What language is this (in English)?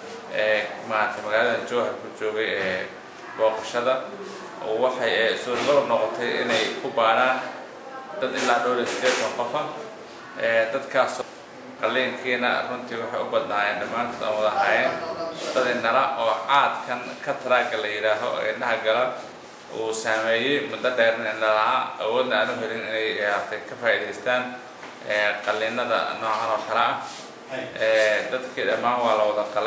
Somali